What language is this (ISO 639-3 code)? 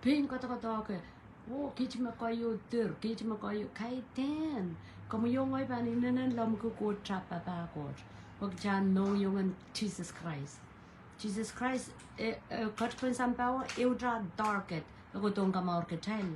pon